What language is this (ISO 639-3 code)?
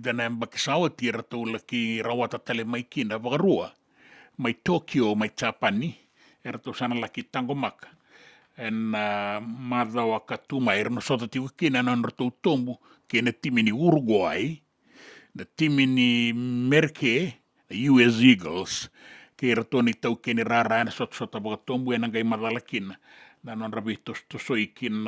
fij